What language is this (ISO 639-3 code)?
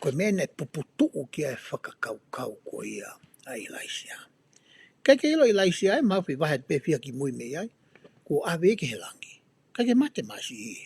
ton